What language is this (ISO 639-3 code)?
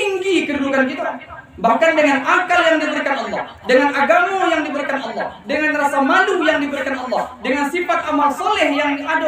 min